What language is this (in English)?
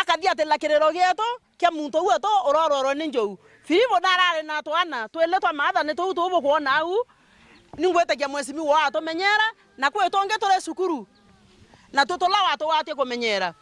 Meru